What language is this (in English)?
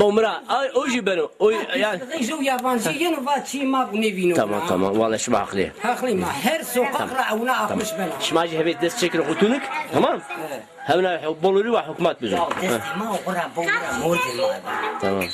Zaza